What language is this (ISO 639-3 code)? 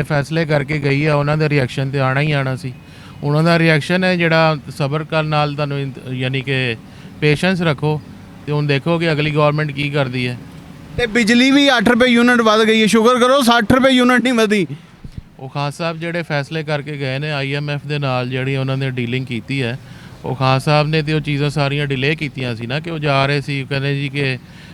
lah